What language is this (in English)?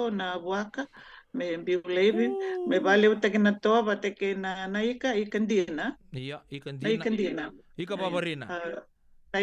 Fijian